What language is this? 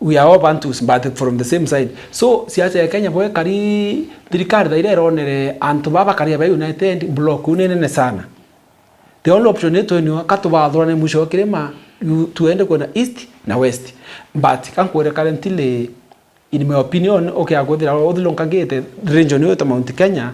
Meru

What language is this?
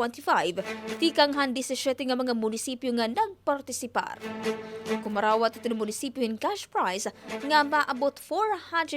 Waray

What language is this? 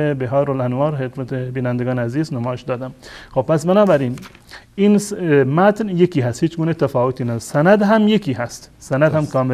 Persian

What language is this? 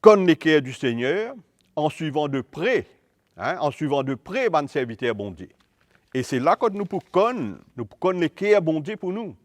Morisyen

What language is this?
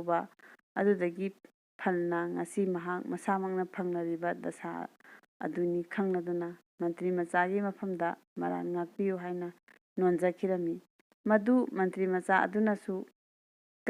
Manipuri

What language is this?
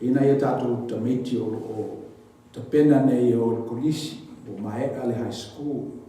Samoan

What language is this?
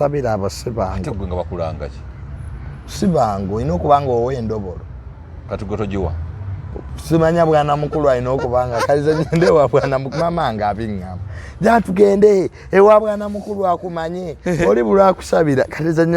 Ganda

